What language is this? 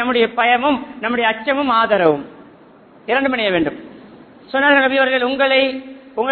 Tamil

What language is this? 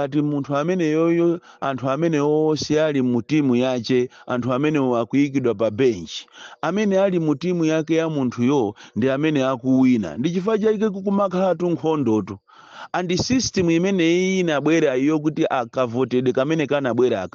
Nyanja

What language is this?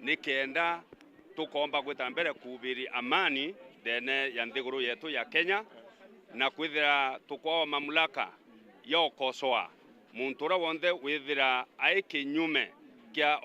Meru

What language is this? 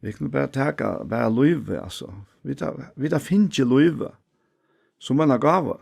Faroese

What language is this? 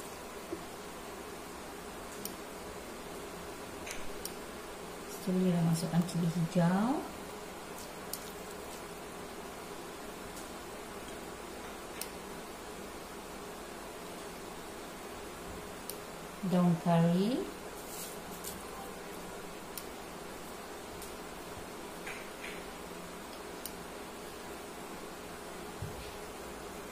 Malay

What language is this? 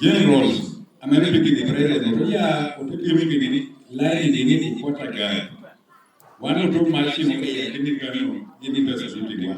Lango (Uganda)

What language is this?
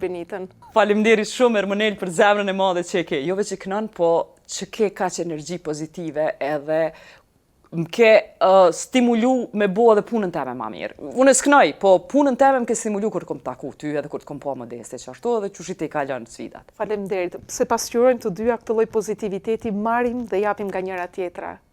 Albanian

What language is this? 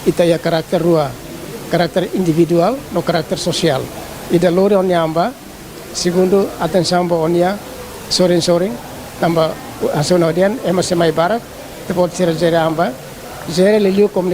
Tetum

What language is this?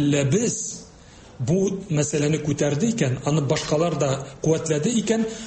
Tatar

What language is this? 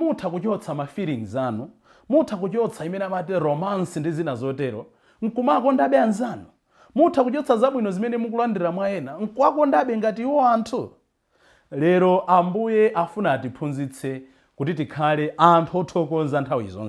Nyanja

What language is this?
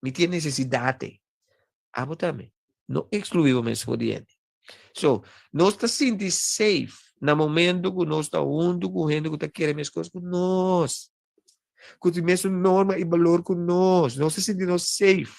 Papiamento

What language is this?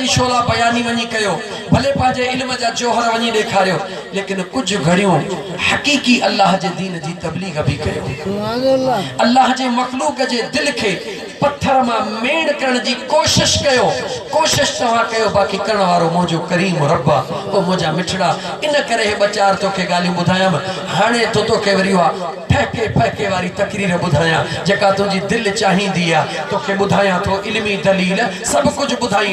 Sindhi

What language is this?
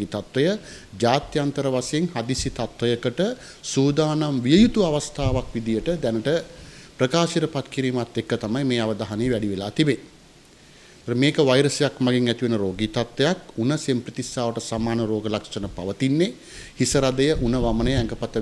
Sinhala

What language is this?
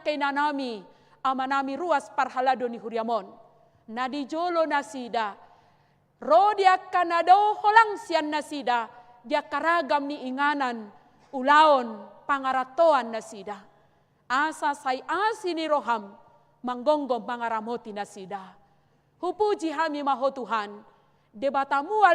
Batak Toba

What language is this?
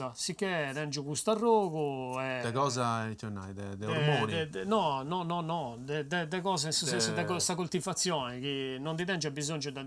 Sardinian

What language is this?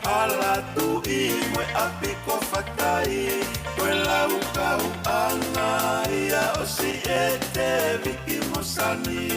Tongan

